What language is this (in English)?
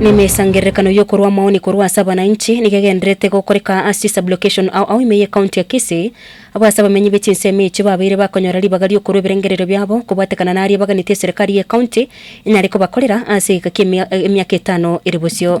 Gusii